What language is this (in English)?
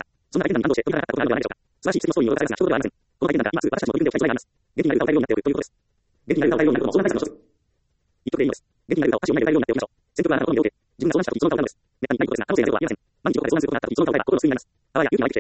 Japanese